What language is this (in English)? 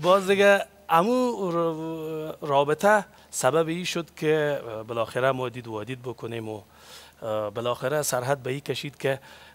Persian